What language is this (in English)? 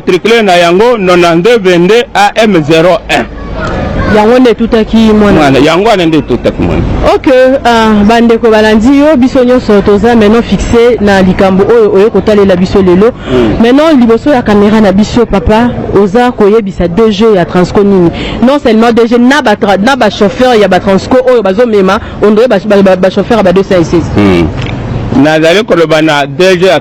Lingala